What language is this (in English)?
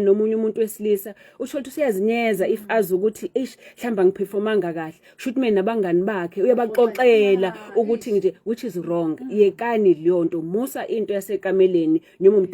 Zulu